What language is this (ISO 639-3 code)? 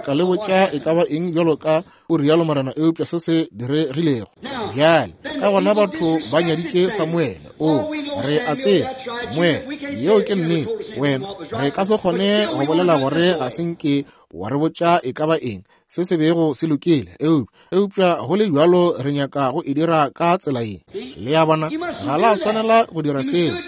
nso